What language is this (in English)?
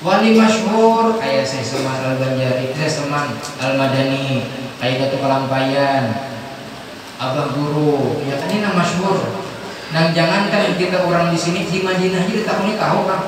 Banjar